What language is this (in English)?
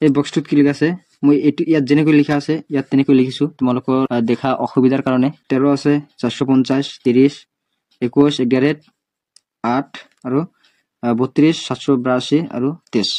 Assamese